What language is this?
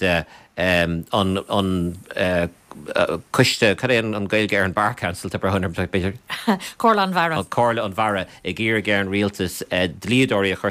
Irish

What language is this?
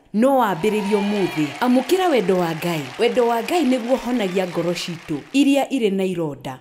Kikuyu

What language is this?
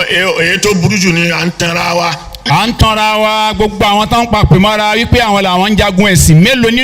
Yoruba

